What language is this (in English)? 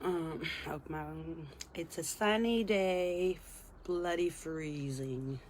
Tongan